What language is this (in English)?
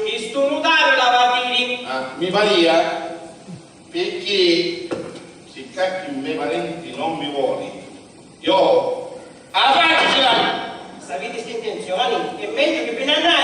Sicilian